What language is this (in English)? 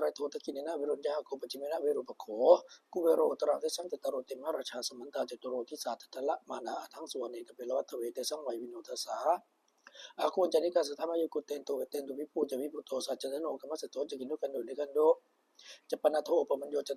Pali